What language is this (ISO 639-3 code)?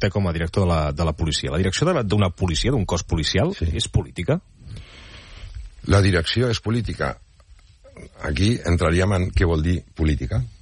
cat